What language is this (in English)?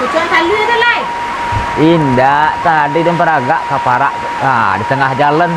Minangkabau